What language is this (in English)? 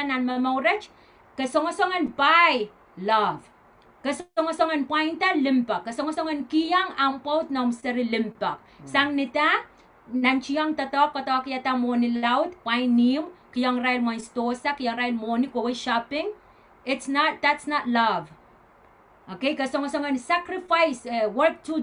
Pohnpeian